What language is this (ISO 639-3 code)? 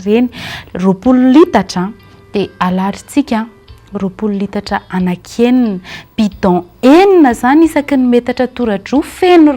mlg